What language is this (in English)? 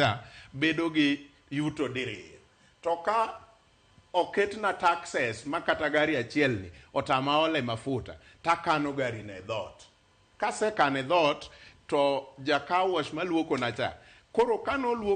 Luo (Kenya and Tanzania)